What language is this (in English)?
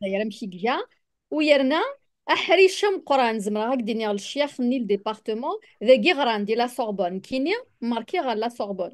Kabyle